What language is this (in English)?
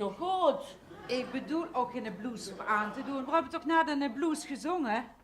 Limburgish